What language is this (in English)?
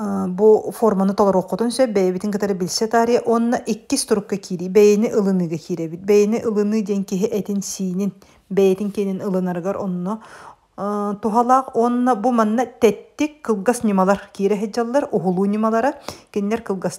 Yakut